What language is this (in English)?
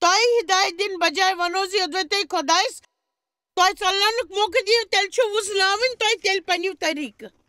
Kashmiri